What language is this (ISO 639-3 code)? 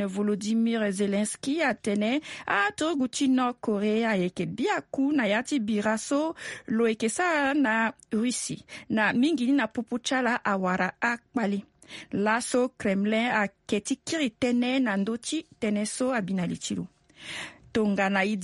sag